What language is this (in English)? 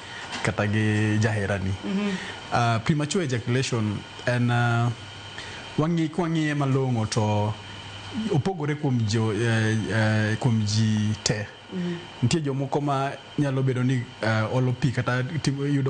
Luo (Kenya and Tanzania)